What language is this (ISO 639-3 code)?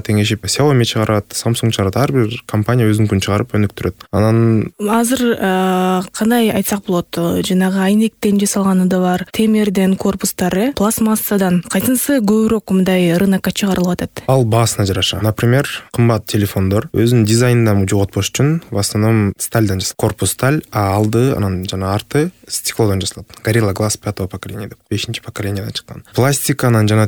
kir